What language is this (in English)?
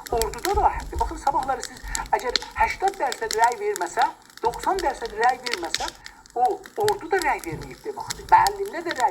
South Azerbaijani